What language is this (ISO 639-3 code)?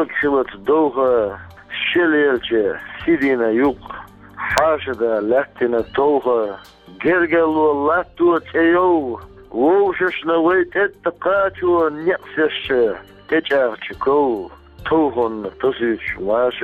che